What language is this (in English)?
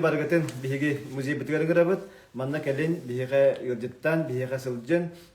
Yakut